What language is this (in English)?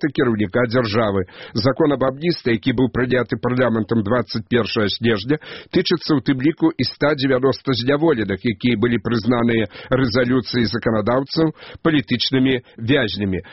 Belarusian